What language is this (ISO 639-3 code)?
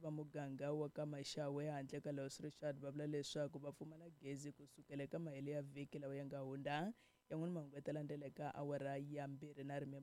tso